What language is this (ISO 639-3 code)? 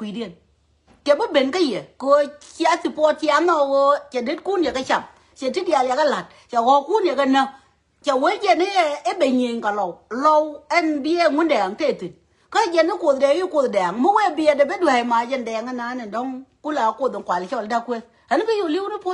nus